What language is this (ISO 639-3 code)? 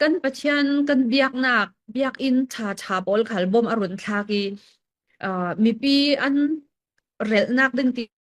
cnh